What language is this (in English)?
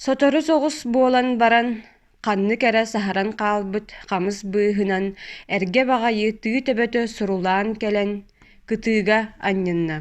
Yakut